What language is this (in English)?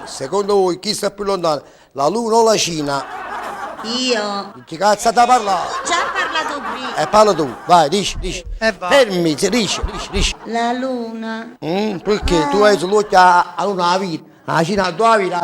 Neapolitan